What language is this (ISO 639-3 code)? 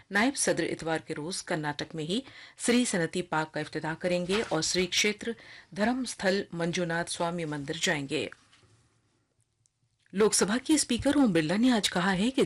urd